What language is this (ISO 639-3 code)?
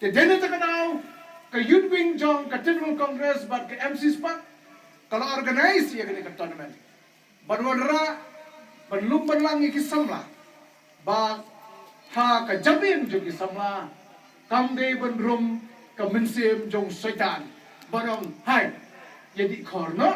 kha